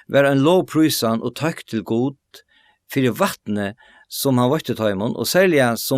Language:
Faroese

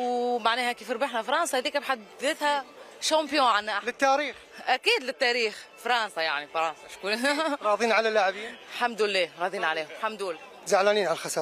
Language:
Mesopotamian Arabic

